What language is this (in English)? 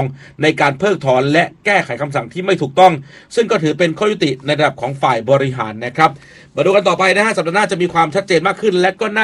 Thai